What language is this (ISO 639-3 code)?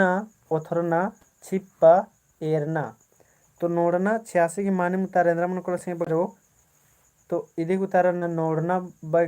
kru